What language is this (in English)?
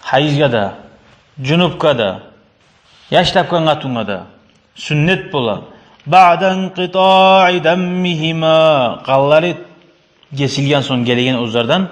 Kumyk